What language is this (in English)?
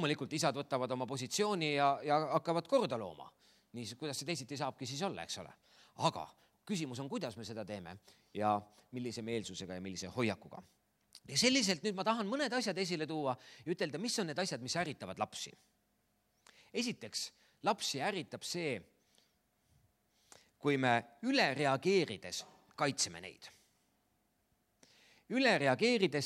Estonian